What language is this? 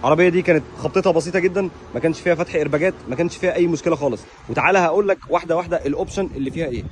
Egyptian Arabic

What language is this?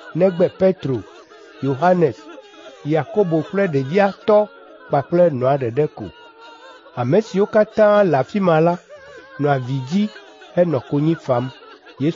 Ewe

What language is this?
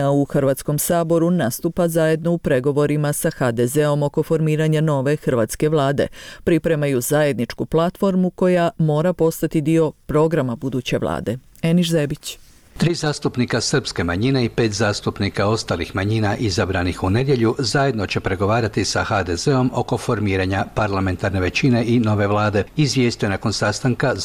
Croatian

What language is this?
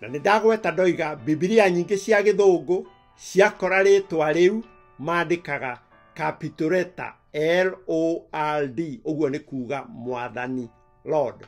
Kikuyu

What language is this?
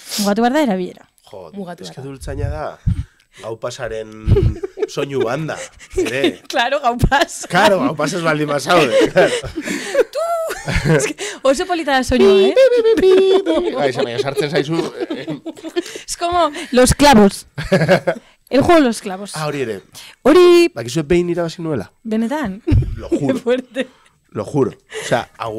Basque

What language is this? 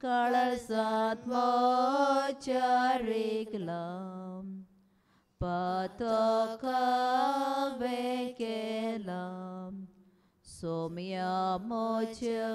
Konkani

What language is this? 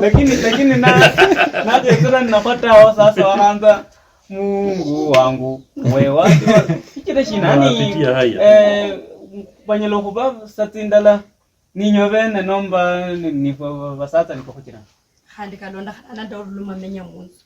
Luyia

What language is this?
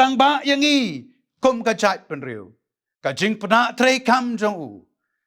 Khasi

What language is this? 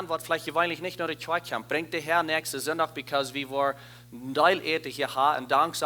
Plautdietsch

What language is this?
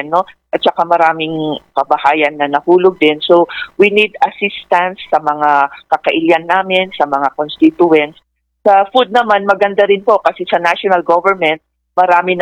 Filipino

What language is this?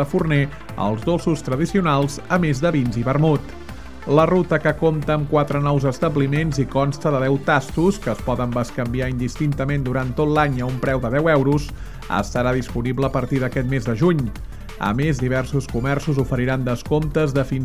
Catalan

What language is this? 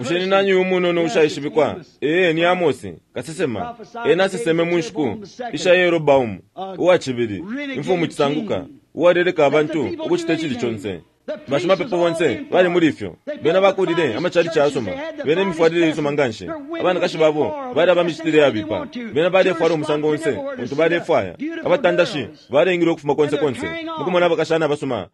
Bemba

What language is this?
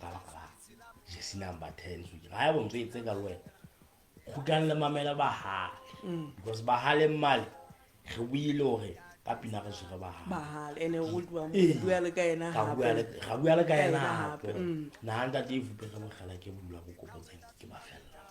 Southern Sotho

